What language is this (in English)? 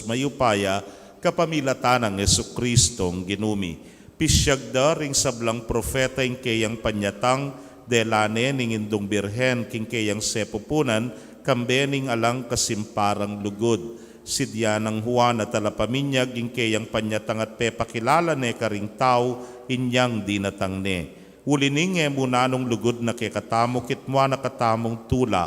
Pampanga